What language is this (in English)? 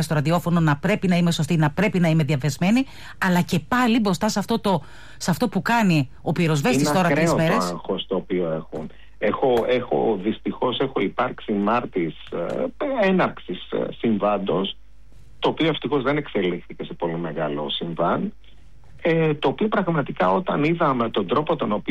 Greek